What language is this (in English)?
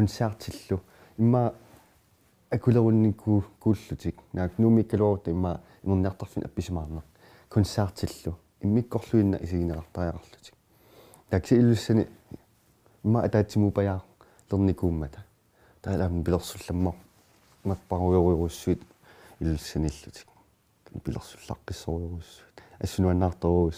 Kalaallisut